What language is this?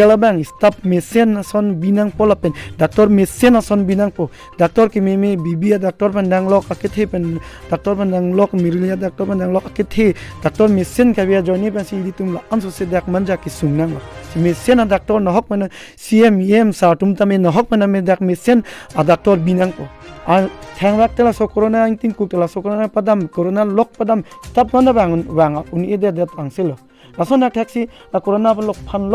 Karbi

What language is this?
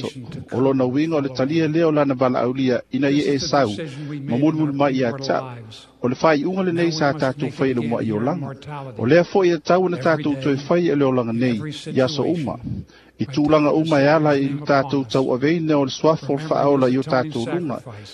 Samoan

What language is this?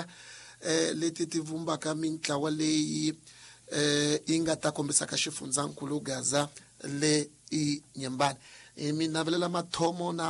Tsonga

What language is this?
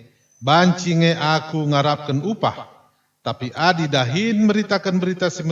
Batak Karo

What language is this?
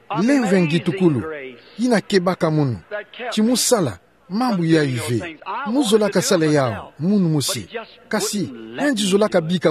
Kituba (Democratic Republic of Congo)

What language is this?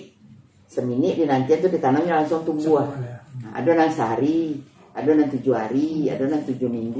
Minangkabau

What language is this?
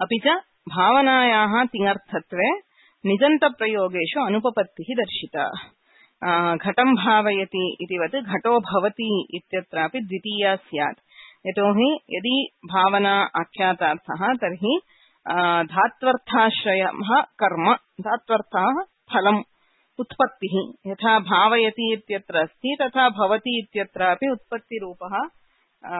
Sanskrit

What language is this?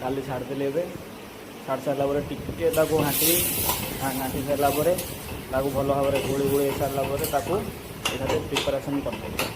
Odia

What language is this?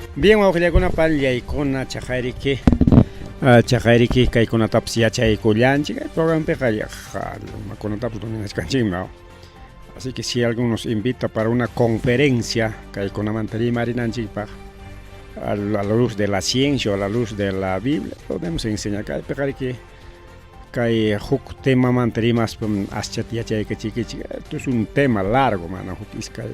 Ayacucho Quechua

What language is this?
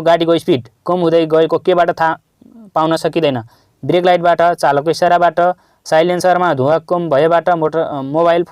Nepali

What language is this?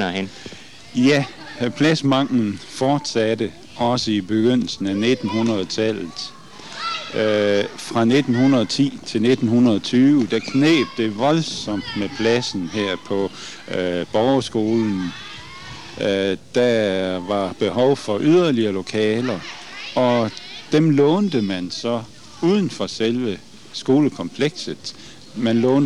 Danish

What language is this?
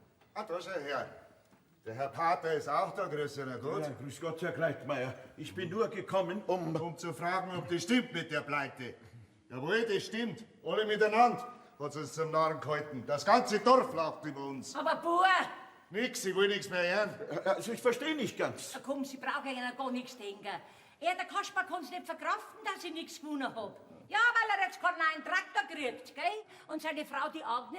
Bavarian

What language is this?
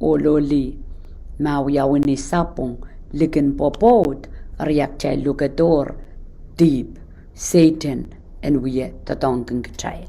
Pohnpeian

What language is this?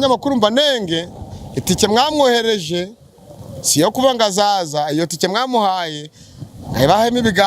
Kinyarwanda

